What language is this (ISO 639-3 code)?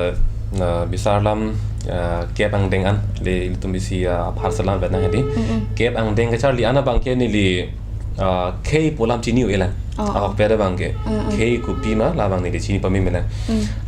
mjw